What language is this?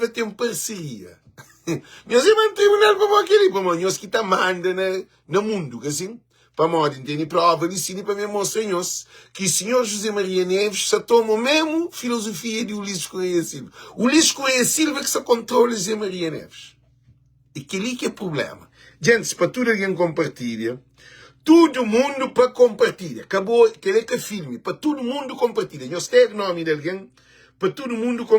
Kabuverdianu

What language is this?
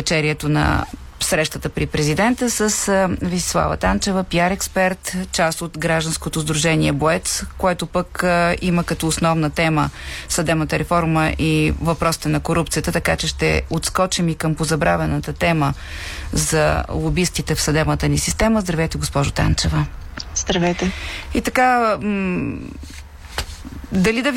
Bulgarian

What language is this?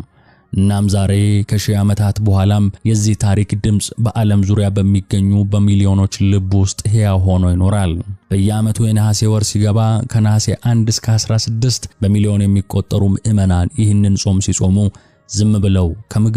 Amharic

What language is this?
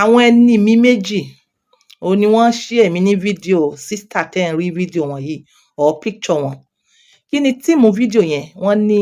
Yoruba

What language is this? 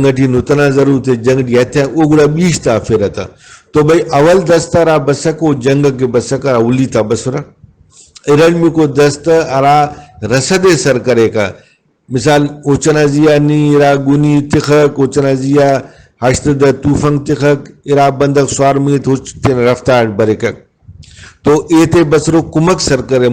Brahui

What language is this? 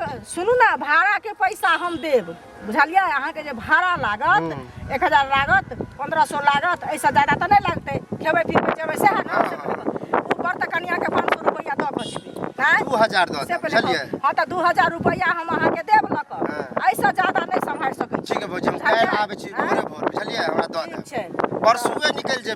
Maithili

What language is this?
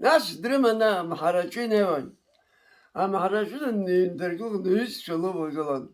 Abkhazian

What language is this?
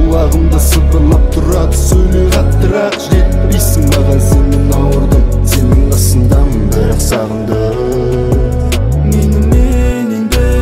Kazakh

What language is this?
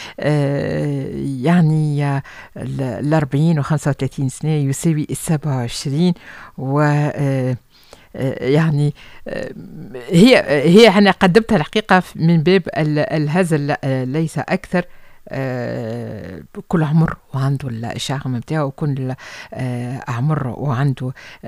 Tunisian Arabic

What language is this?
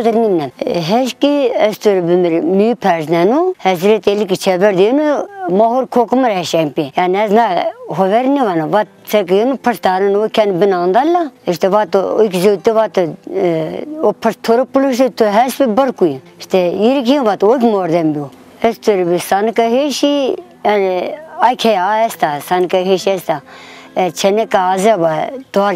Zaza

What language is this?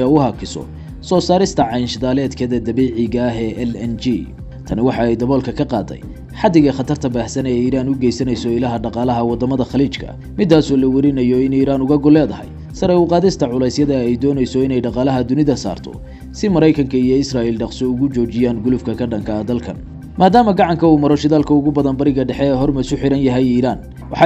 Somali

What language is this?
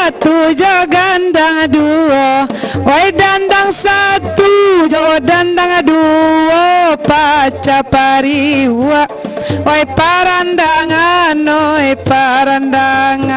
Minangkabau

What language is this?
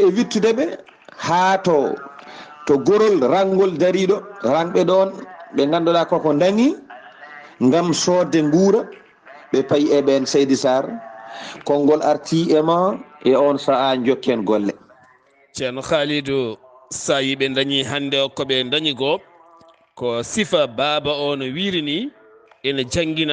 Fula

